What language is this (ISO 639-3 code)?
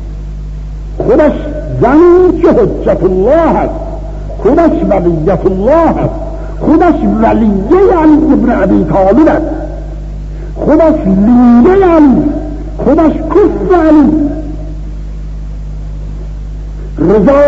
fas